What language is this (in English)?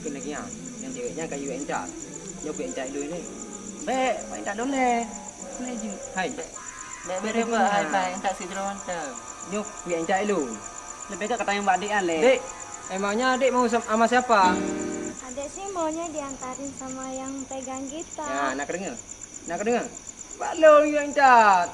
Achinese